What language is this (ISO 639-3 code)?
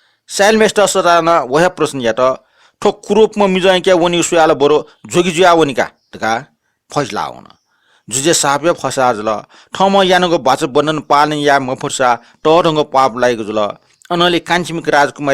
new